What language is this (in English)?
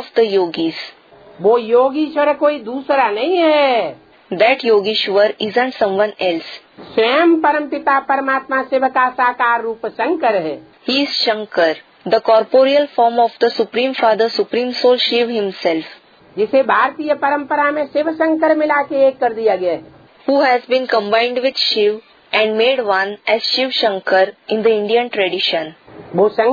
Hindi